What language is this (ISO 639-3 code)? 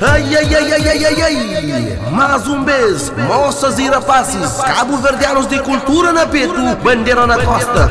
kea